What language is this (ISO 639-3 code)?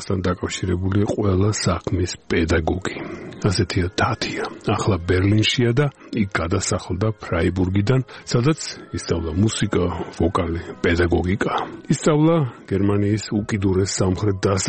kat